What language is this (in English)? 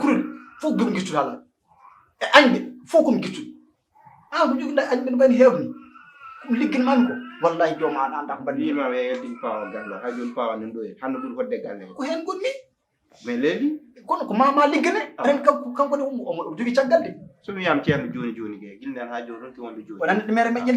Fula